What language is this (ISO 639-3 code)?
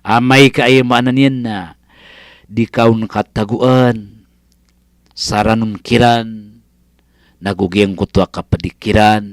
mrw